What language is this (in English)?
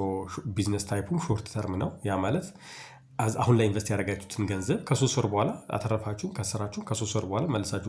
Amharic